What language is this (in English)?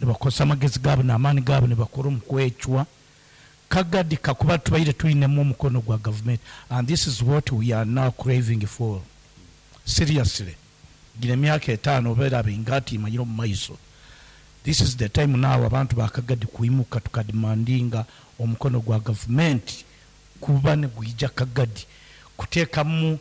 Nyankole